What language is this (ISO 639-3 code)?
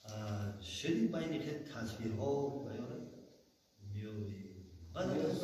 tgk